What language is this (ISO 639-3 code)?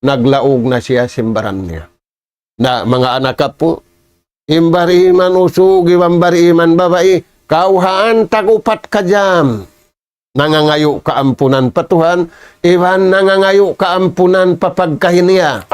tsg